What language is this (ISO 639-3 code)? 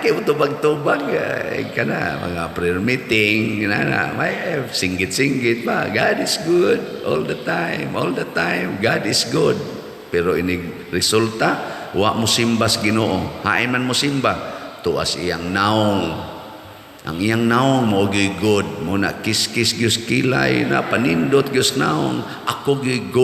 ceb